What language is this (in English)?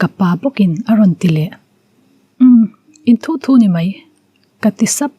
Mizo